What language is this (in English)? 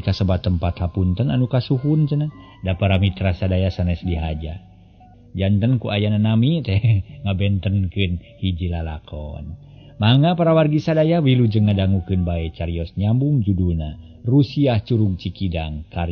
Sundanese